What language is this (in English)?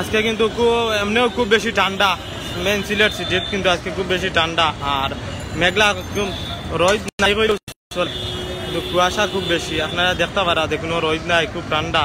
Sylheti